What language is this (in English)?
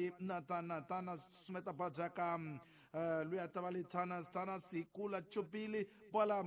Tsonga